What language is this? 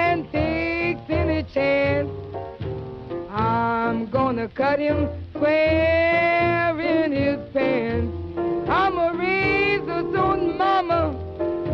English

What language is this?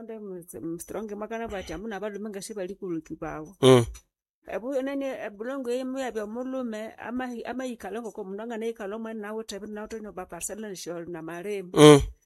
Nande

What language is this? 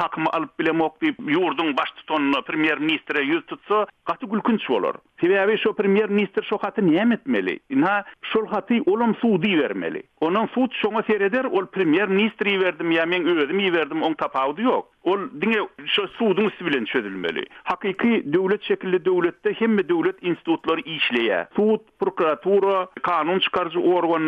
Turkmen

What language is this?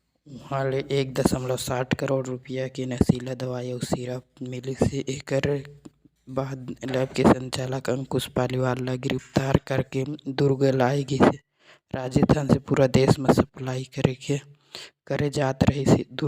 Chhattisgarhi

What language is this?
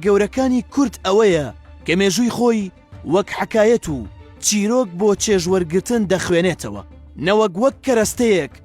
Central Kurdish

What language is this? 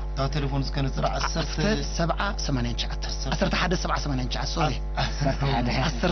Tigrinya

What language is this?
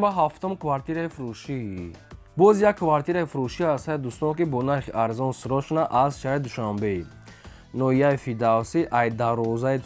Tajik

